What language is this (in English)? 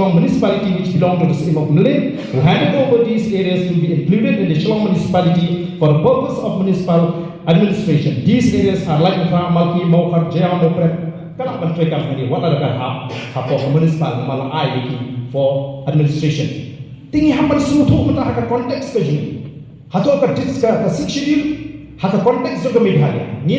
Khasi